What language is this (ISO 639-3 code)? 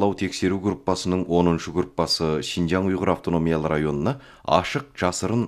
kaz